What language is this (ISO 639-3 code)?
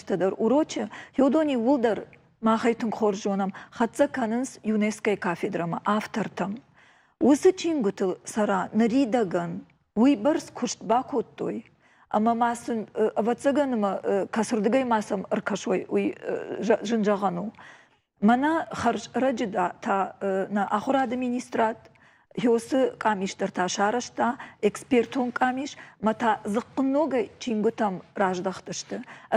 oss